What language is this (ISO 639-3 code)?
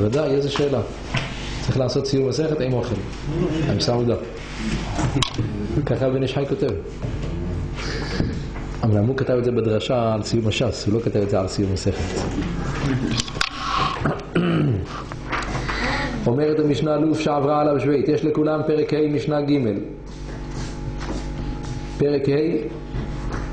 heb